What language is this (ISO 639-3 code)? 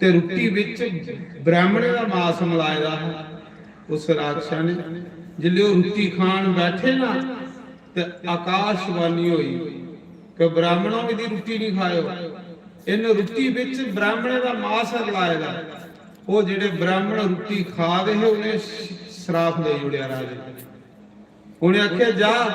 doi